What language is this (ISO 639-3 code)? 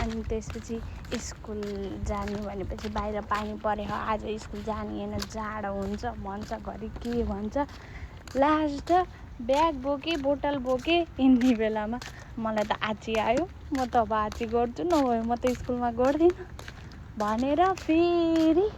nep